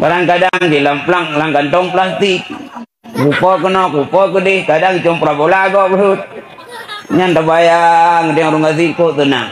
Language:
Achinese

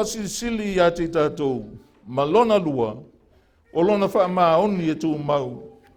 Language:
Samoan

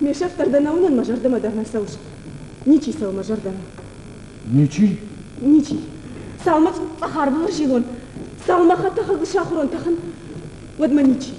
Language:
Ossetic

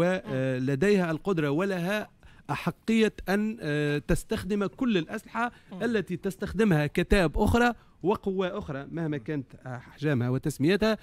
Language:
Tunisian Arabic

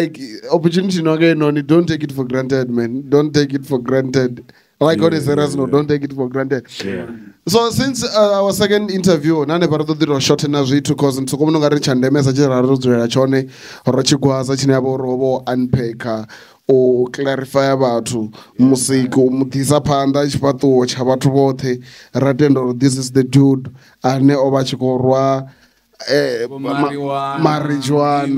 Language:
Venda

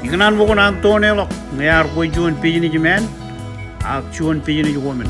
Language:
Marshallese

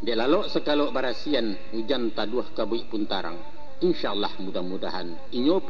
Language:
Minangkabau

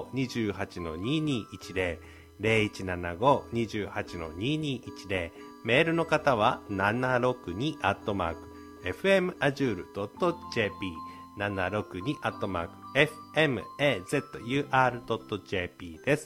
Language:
Japanese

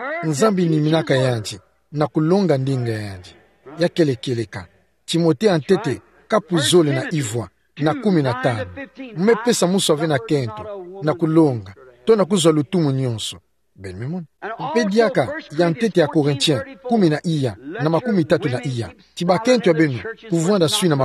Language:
Kituba (Democratic Republic of Congo)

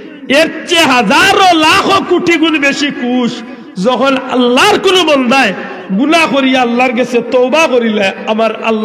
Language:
Sylheti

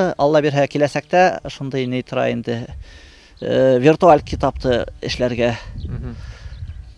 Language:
Bashkir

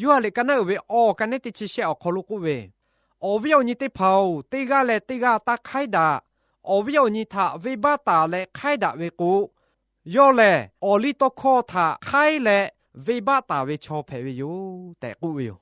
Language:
Lahu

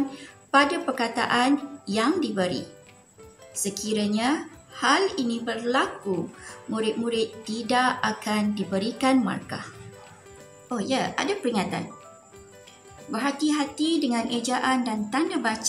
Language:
Malay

